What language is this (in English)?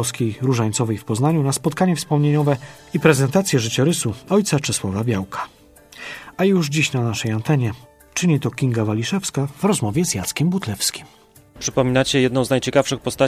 Polish